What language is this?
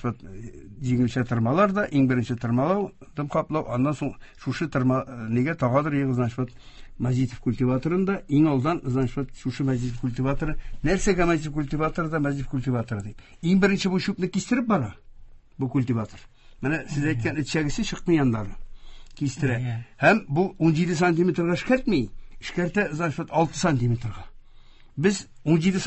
Tatar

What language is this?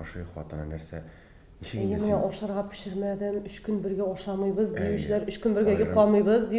Tatar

